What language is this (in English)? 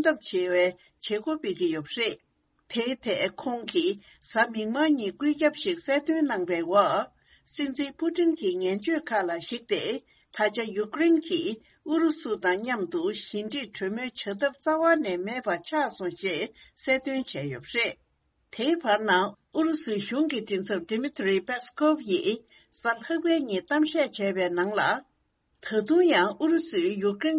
Tibetan